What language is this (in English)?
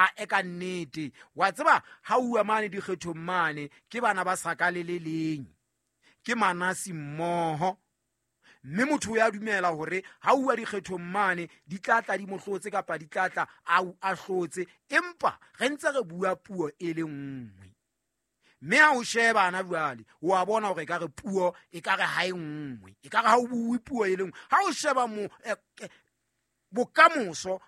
Southern Sotho